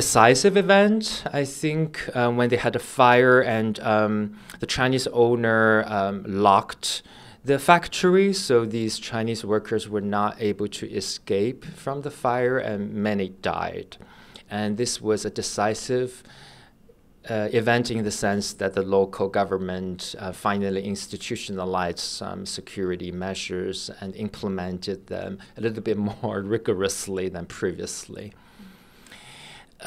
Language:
English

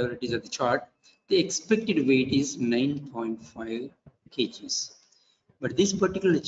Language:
English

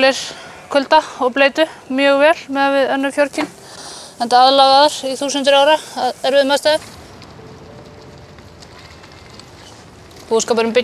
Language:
Icelandic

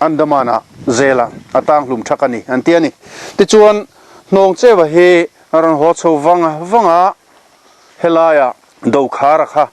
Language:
Mizo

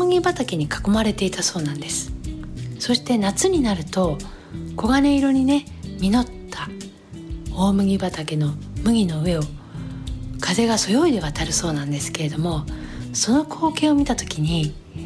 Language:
Japanese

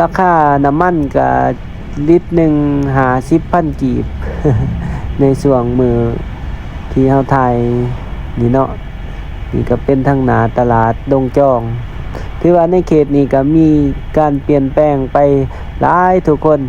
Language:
Lao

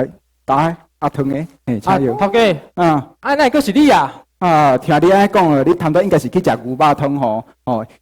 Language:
Min Nan Chinese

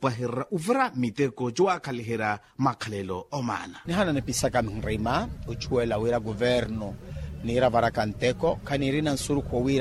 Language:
Makhuwa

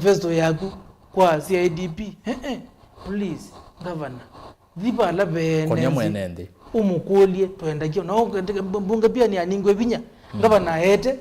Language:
Kamba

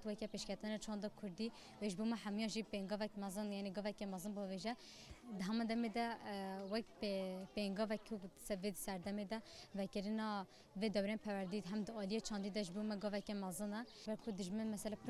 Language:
Kurdish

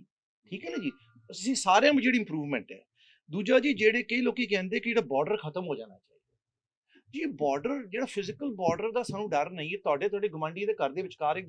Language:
Western Panjabi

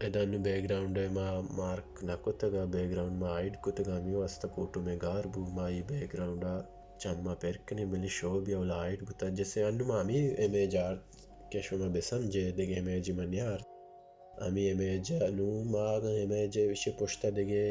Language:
Baluchi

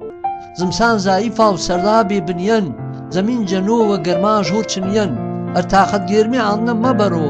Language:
Gurani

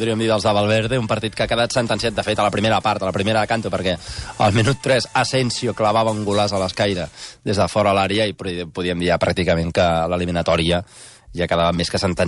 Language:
Catalan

